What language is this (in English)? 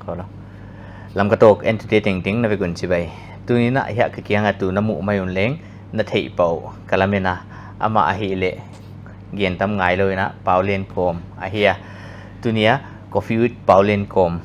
Paite Chin